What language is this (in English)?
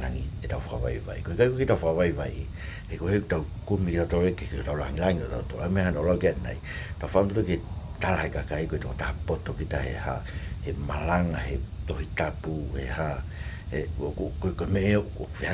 Tongan